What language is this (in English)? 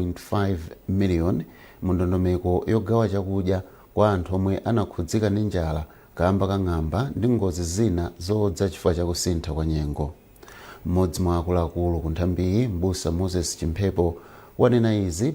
Nyanja